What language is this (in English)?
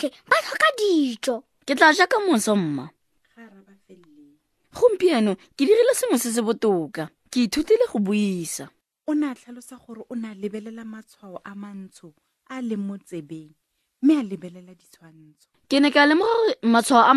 Tswana